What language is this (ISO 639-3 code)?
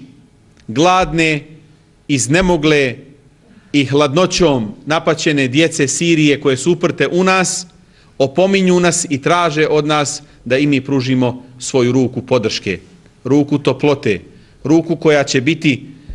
bos